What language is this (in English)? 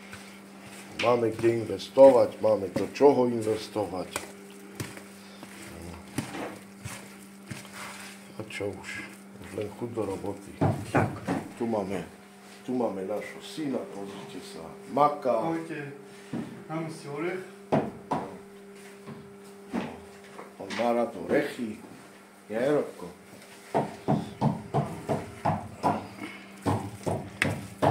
Slovak